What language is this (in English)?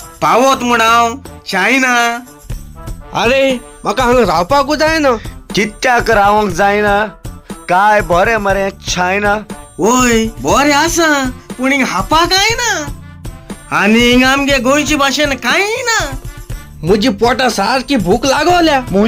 Konkani